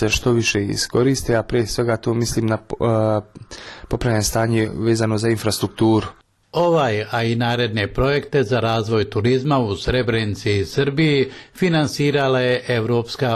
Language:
Bosnian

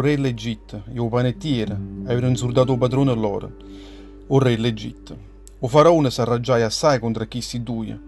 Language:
Neapolitan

